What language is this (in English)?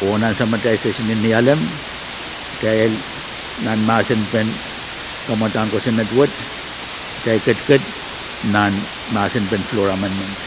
Pohnpeian